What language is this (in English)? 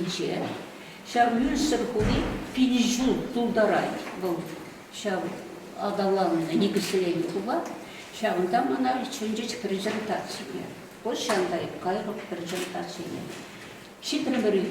Chuvash